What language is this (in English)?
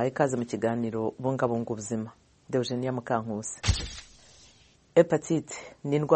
Kinyarwanda